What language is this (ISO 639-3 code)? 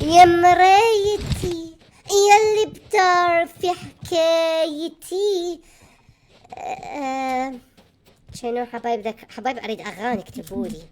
acm